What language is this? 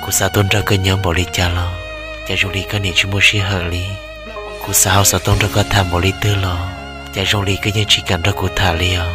Hmong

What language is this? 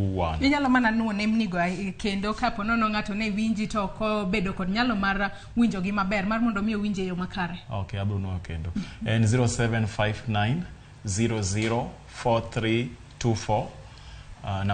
Luo (Kenya and Tanzania)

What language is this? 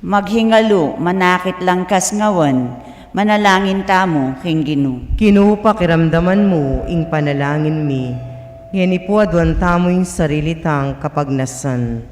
Pampanga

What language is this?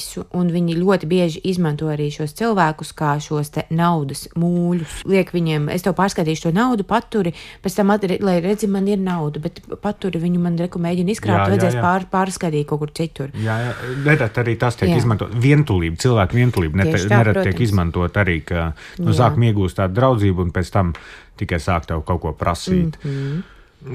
Latvian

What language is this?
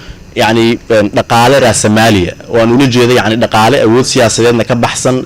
Somali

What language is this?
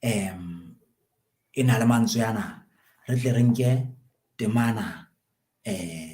Southern Sotho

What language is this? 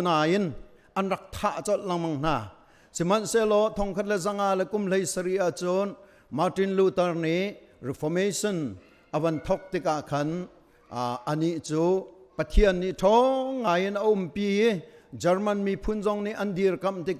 Hakha Chin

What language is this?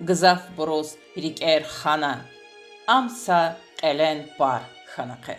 Lezghian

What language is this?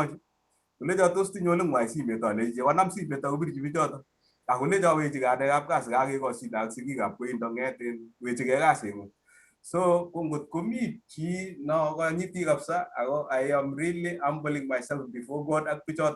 Kalenjin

